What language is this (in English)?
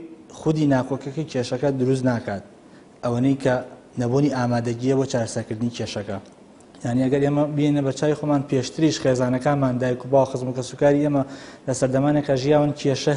Central Kurdish